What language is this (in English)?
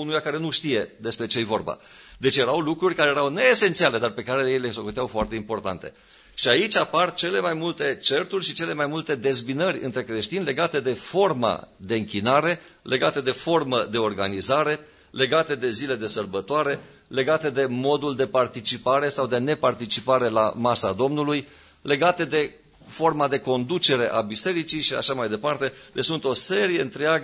Romanian